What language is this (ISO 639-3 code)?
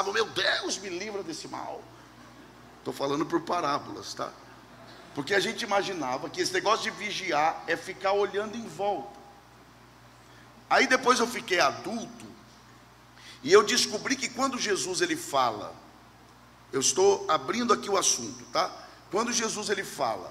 por